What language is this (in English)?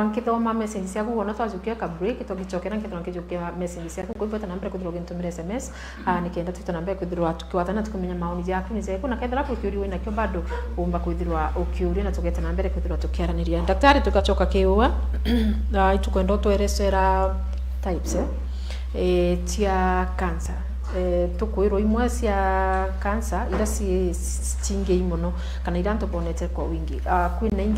Meru